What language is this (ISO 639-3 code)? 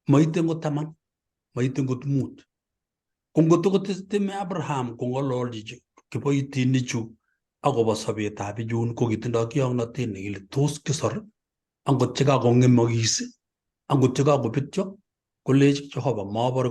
kln